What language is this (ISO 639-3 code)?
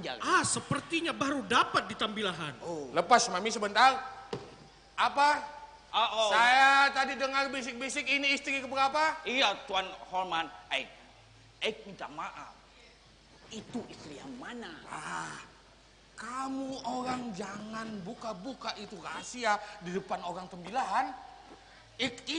bjn